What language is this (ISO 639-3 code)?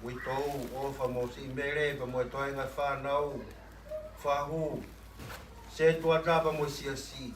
ton